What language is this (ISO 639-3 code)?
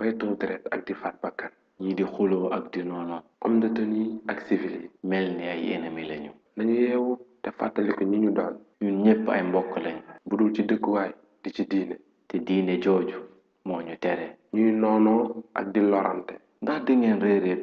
wol